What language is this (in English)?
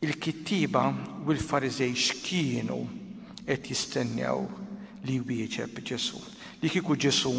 Maltese